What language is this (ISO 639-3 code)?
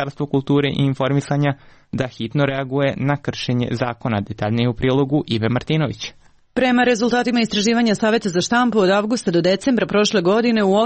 srp